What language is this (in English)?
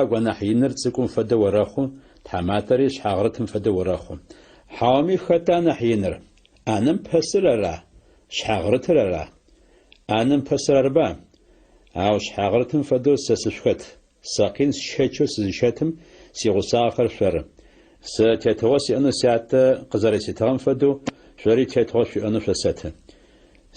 Adyghe